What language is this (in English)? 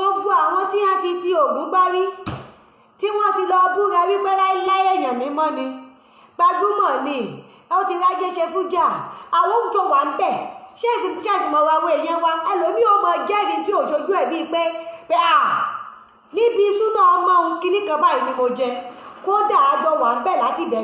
Yoruba